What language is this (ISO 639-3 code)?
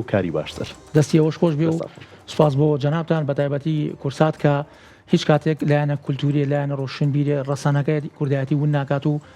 ckb